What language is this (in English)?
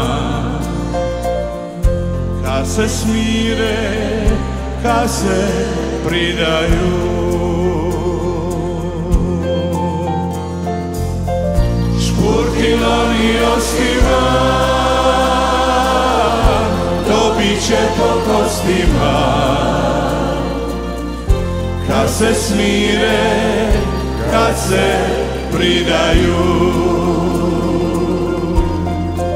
Croatian